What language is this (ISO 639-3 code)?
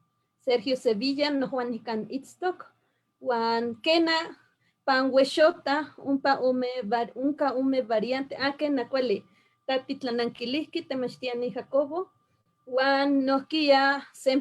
nhe